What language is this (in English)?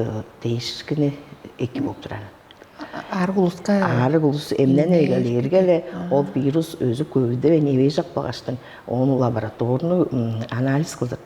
Tuvinian